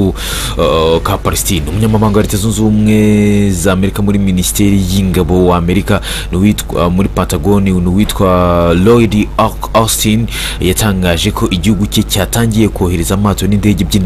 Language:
Kinyarwanda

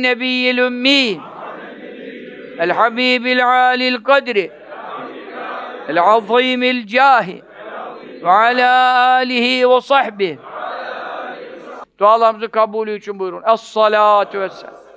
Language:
Turkish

